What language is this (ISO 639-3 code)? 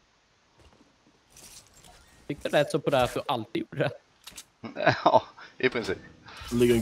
swe